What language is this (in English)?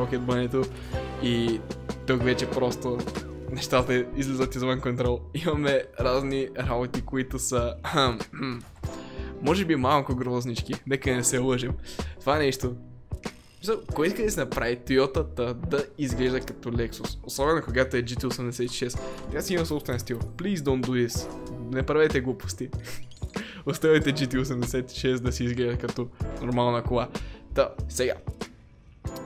Bulgarian